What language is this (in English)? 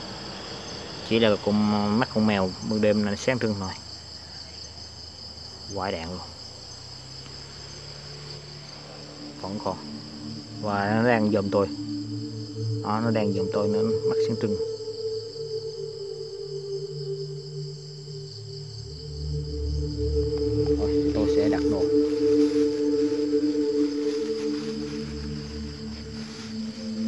Vietnamese